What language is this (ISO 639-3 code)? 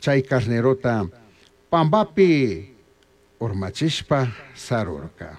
qug